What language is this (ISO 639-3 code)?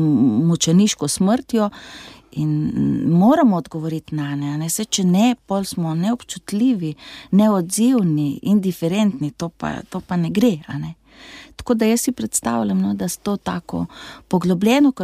slv